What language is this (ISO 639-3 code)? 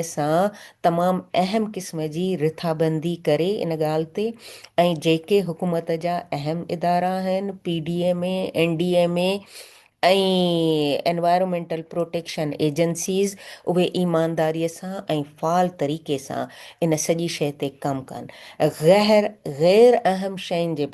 snd